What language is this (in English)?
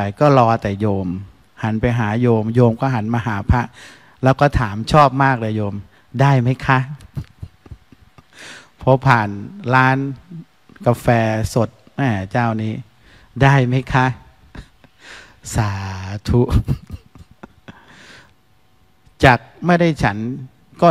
Thai